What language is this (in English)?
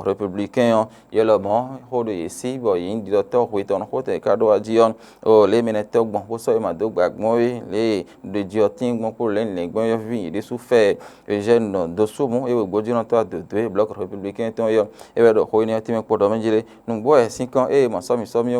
Fon